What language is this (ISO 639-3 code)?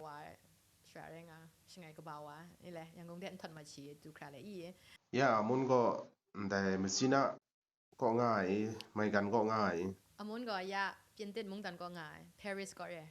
kac